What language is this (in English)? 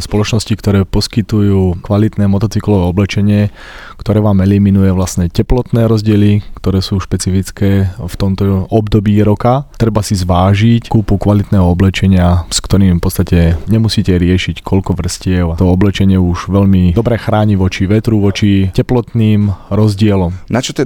Slovak